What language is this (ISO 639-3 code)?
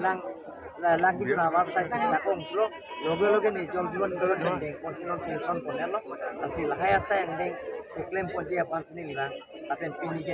mjw